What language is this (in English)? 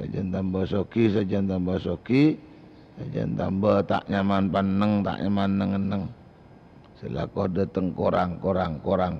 Madurese